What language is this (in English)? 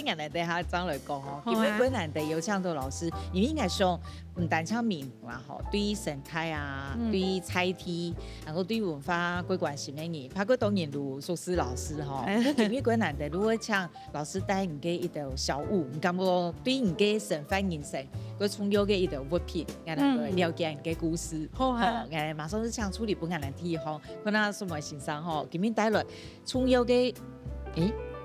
Hakka Chinese